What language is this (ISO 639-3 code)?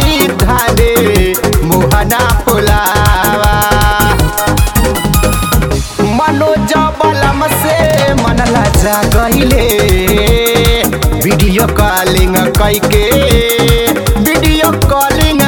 bho